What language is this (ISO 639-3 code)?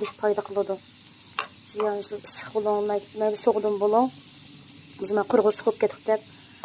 uig